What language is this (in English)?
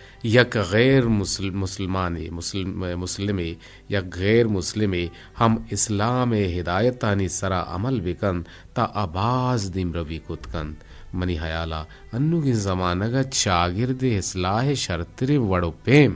Eastern Balochi